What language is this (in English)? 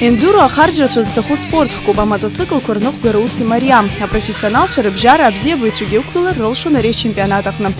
Abkhazian